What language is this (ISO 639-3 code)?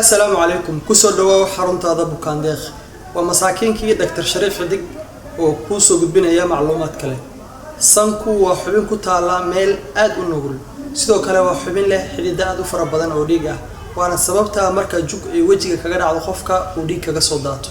som